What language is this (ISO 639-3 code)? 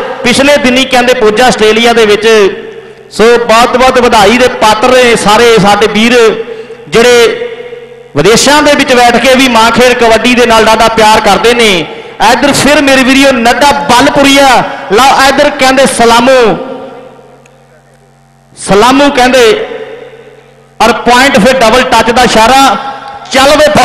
pan